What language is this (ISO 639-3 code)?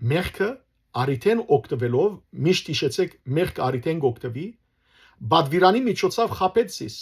hyw